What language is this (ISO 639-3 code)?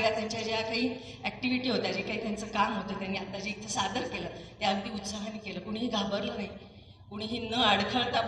mar